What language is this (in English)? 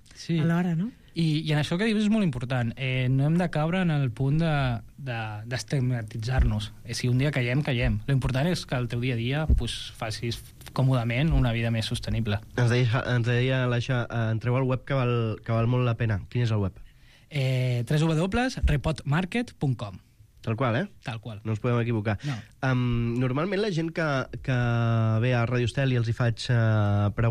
Catalan